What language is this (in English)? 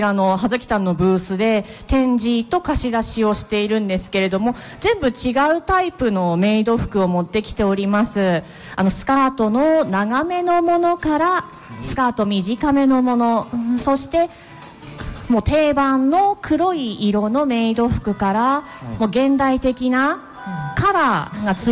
Japanese